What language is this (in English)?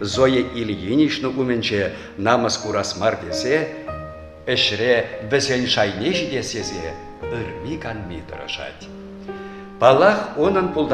Chuvash